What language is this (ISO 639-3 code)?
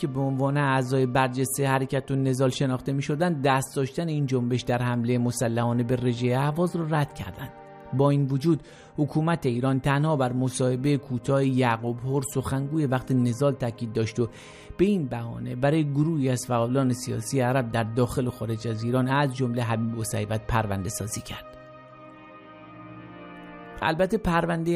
fas